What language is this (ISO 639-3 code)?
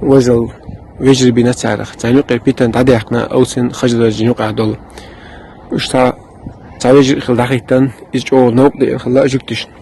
che